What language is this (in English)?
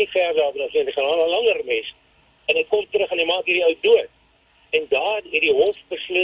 Afrikaans